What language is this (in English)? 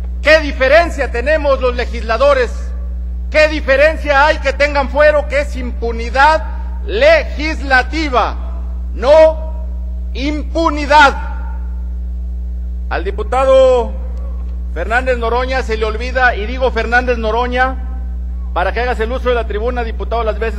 Spanish